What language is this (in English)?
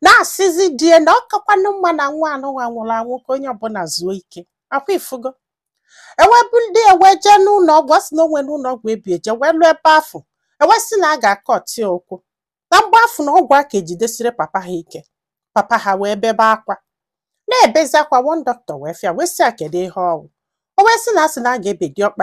Igbo